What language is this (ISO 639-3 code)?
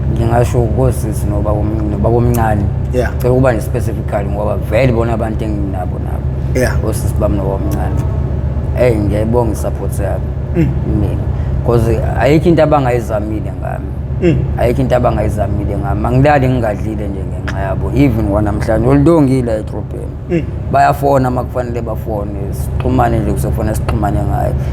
zul